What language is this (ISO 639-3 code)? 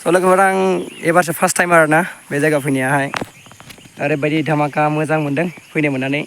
brx